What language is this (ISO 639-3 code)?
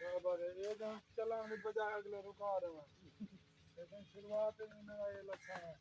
skr